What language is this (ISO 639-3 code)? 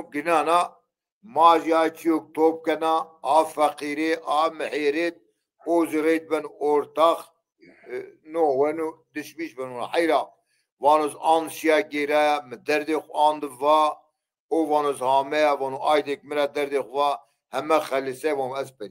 zza